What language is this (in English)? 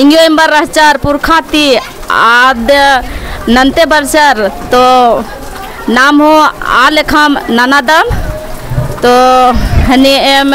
Kurukh